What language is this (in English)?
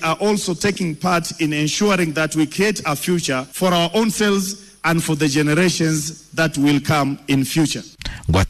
Kikuyu